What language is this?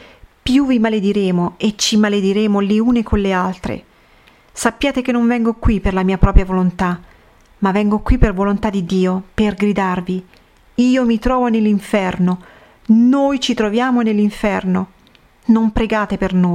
Italian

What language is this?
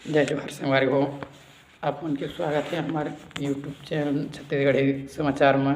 Chhattisgarhi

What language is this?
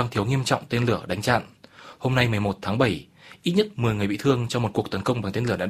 Vietnamese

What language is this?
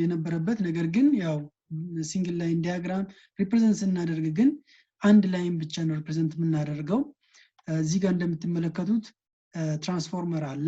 Amharic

